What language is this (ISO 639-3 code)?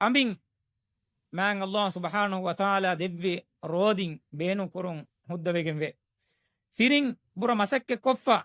div